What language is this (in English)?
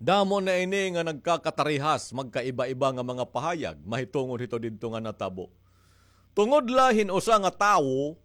Waray